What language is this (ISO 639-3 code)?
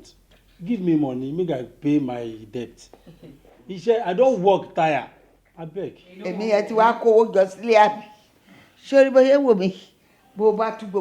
yor